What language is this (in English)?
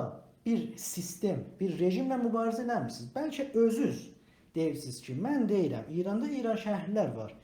South Azerbaijani